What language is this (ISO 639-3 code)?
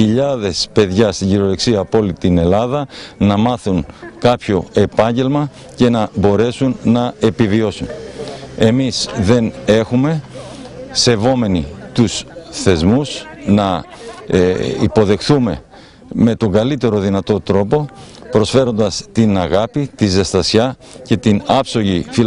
ell